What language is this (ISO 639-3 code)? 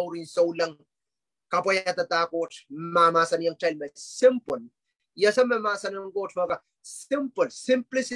pon